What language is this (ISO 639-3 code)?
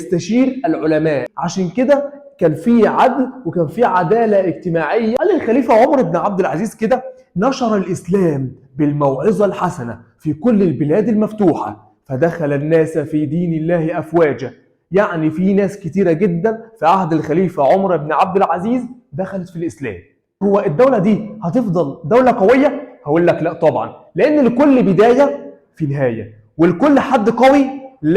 arz